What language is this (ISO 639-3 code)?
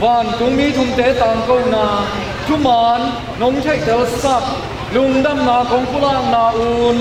ctd